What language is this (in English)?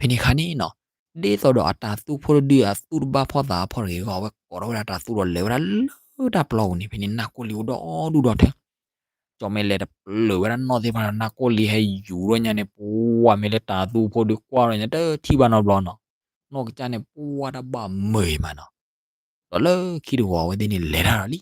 S'gaw Karen